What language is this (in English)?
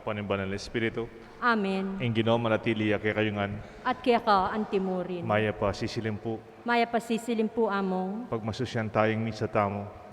Pampanga